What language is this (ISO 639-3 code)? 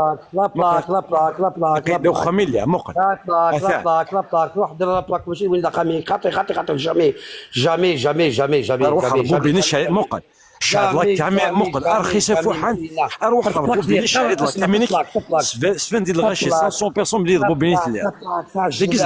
kab